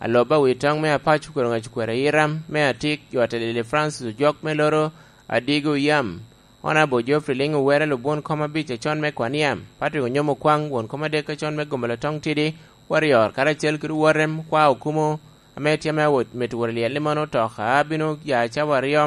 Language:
Lango (Uganda)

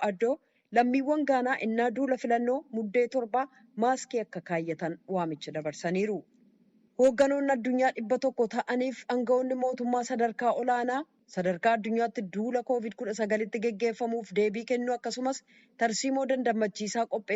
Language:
Oromo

